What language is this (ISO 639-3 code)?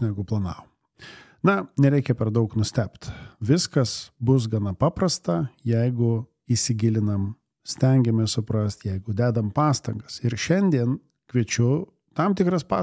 lit